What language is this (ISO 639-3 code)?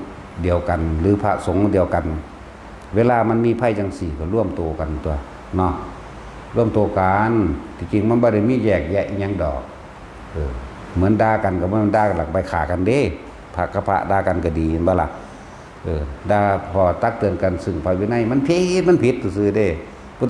tts